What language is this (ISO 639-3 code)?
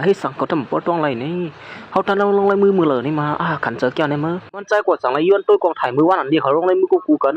shn